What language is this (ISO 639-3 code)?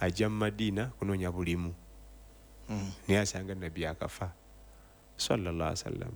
lug